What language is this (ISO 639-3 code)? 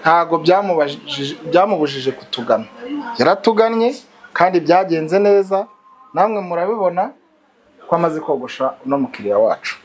kin